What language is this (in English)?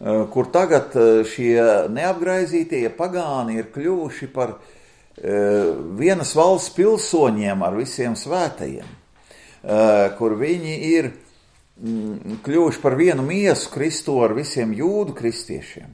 Latvian